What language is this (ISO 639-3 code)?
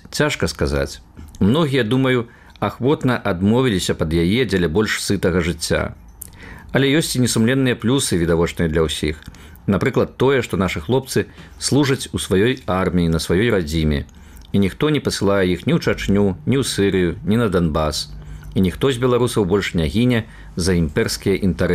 bel